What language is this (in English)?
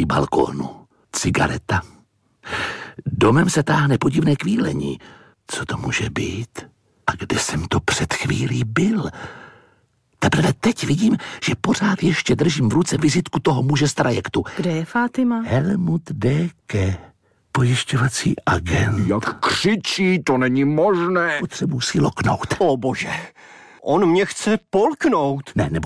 Czech